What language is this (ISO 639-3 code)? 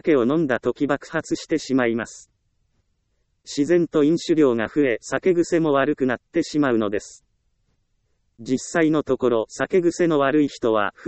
jpn